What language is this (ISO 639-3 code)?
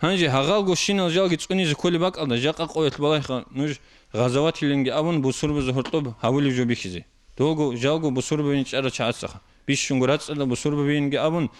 ava